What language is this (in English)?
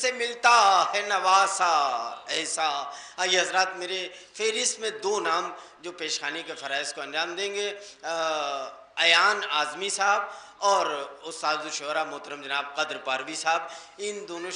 Urdu